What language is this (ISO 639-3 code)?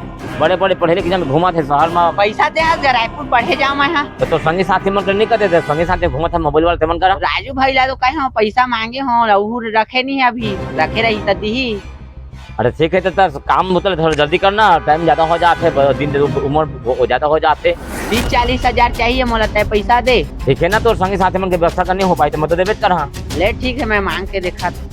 hne